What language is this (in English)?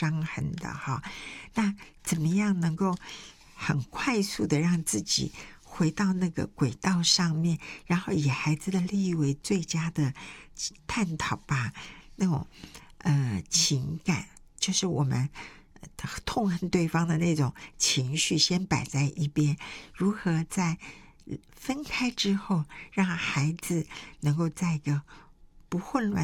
Chinese